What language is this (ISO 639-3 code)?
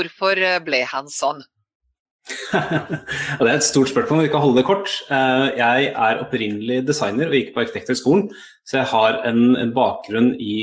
nor